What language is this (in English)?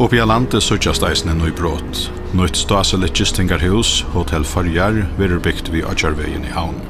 Faroese